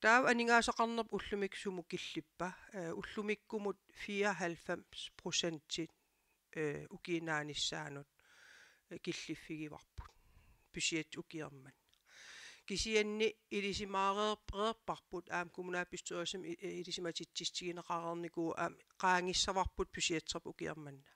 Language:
Kalaallisut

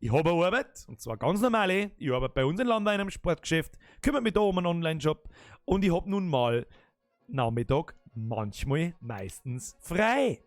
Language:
Bavarian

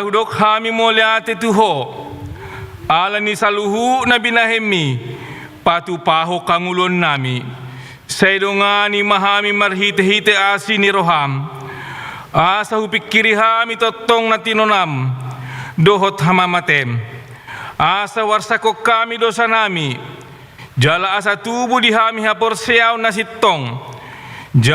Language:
Batak Toba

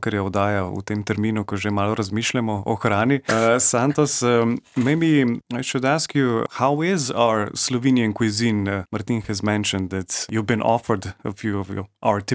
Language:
Slovenian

